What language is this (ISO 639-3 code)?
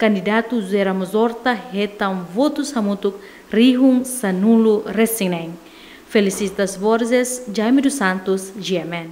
tet